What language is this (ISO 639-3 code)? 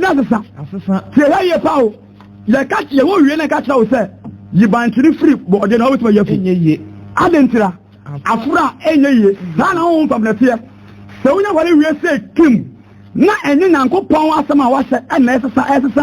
aka